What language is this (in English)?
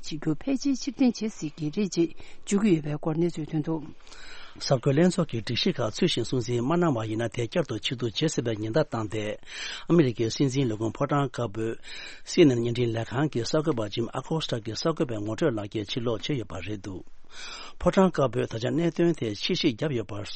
Tibetan